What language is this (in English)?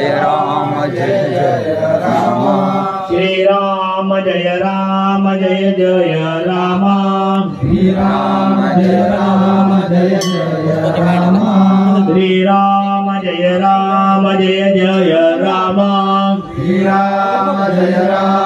Kannada